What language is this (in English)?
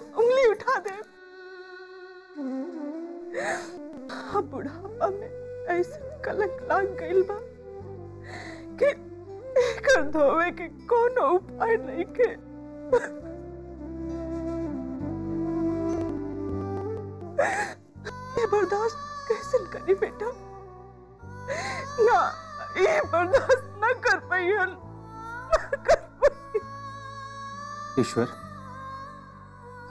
Bhojpuri